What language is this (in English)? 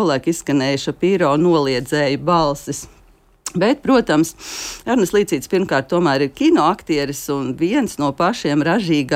Latvian